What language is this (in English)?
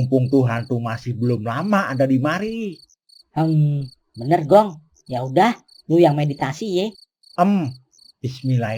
Betawi